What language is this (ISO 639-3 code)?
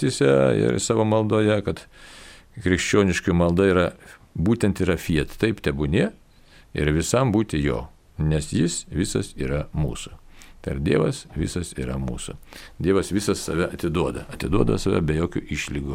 lit